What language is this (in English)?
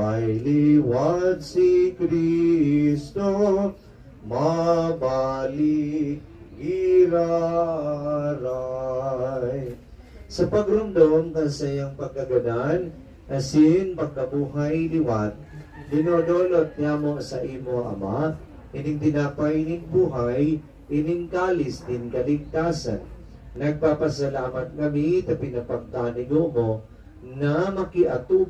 Bikol